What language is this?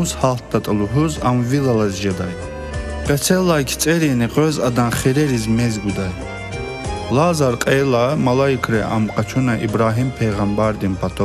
Lezghian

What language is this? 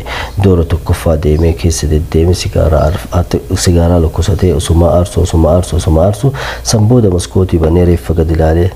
Oromo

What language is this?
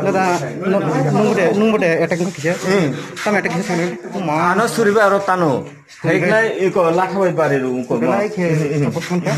Kok Borok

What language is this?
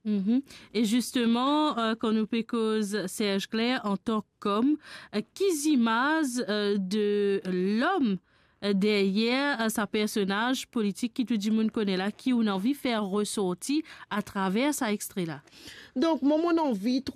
Morisyen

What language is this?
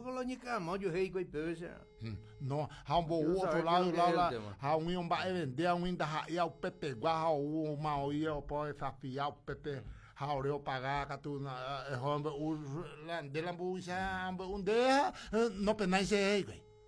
Guarani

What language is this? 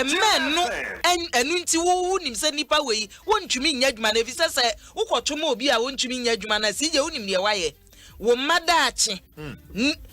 Akan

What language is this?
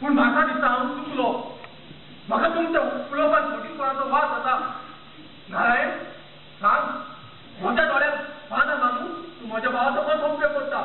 Konkani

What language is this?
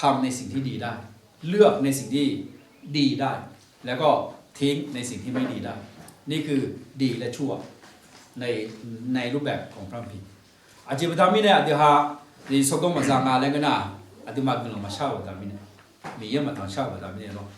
Akha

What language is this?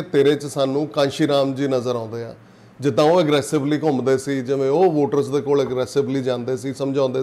Punjabi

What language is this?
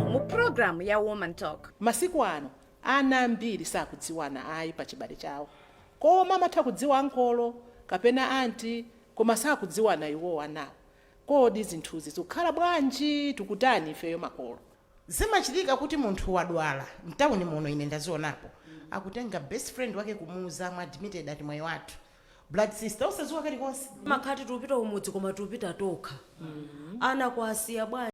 Nyanja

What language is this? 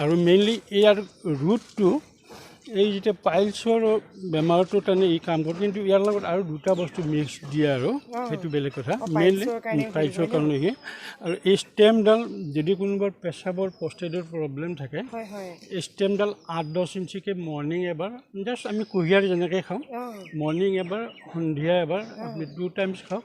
Assamese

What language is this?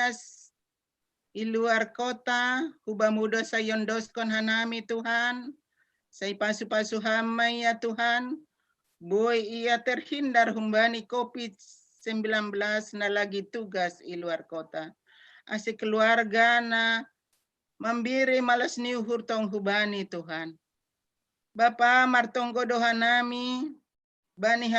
Batak Simalungun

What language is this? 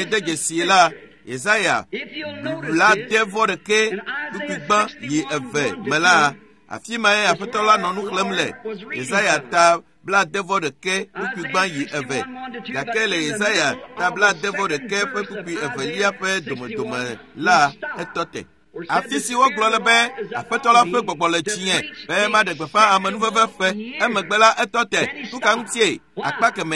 Ewe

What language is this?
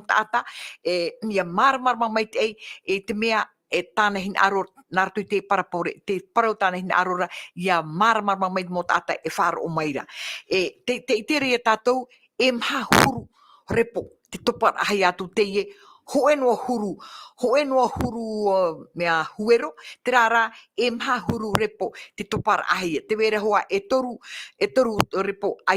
Tahitian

